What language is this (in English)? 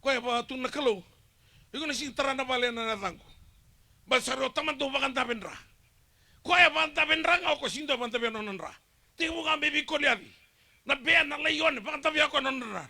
Fijian